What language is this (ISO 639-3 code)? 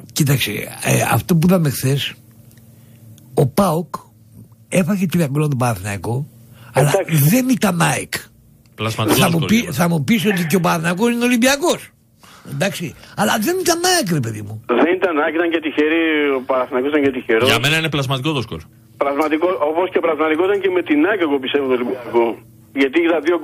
ell